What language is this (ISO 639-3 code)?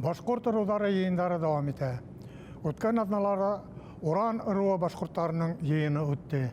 bak